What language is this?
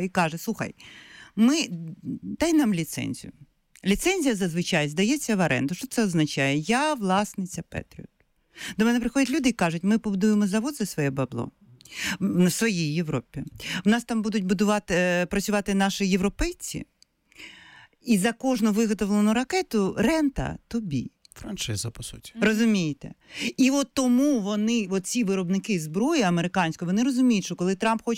Ukrainian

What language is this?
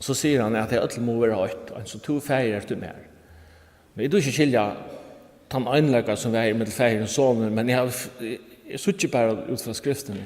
Faroese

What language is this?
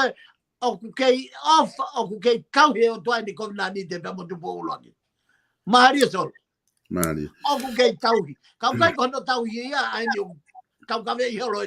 Tongan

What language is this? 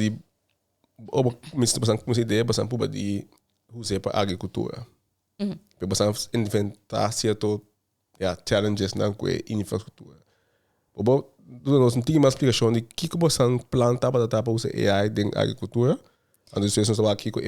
Papiamento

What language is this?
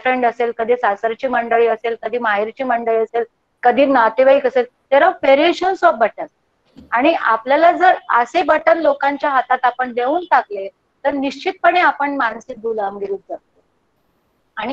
Marathi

